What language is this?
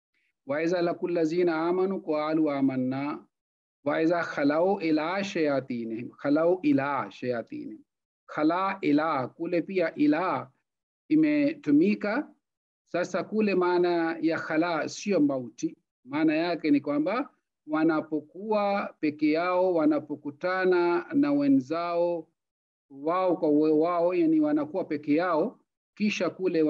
Swahili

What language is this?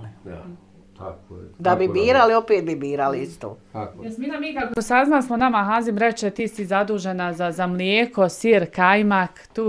Bosnian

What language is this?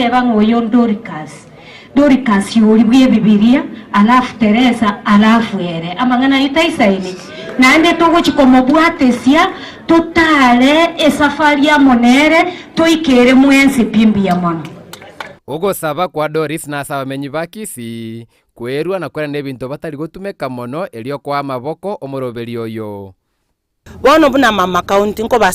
Gusii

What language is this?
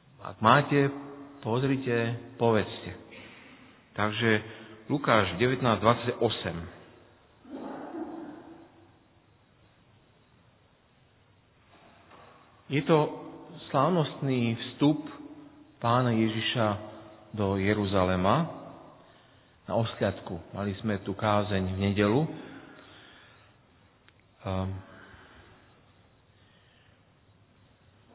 Slovak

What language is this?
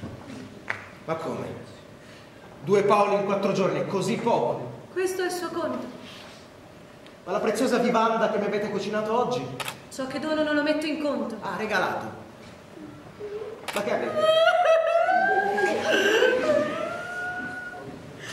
Italian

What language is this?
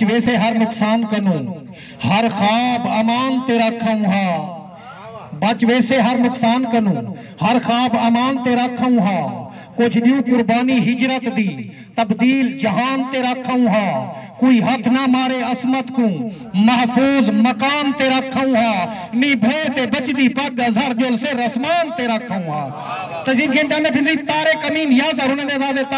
Saraiki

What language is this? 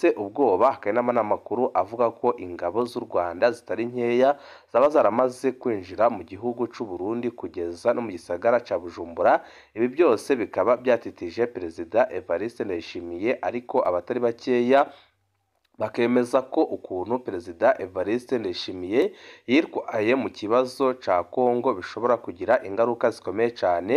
Rundi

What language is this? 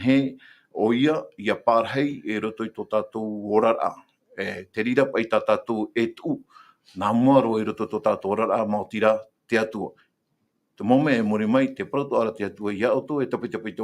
Tahitian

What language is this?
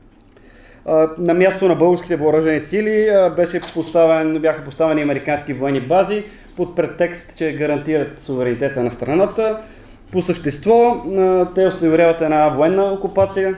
Bulgarian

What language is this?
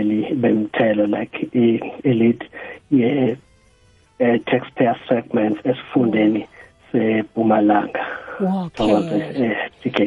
South Ndebele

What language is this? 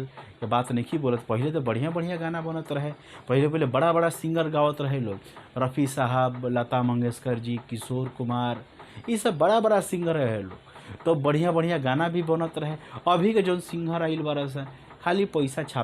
Bhojpuri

